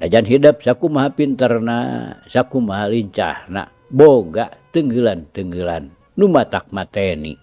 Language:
Sundanese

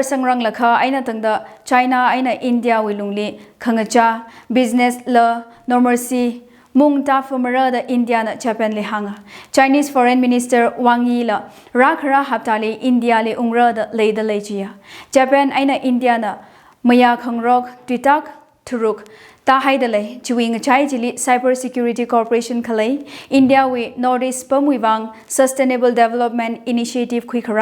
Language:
Tangkhul Naga (India)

